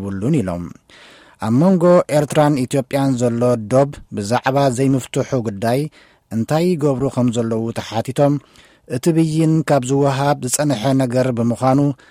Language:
Tigrinya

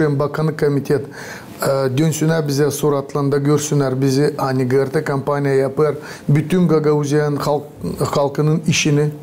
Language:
Gagauz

